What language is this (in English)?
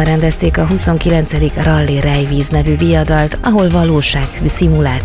Hungarian